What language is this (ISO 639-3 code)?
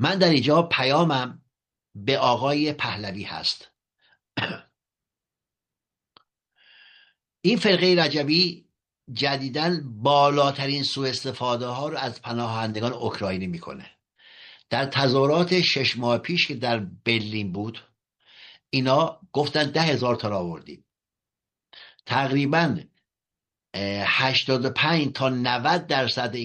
fas